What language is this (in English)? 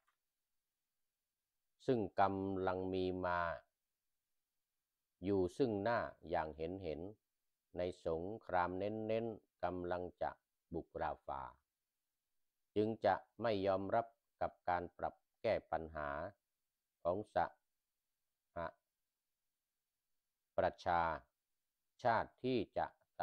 Thai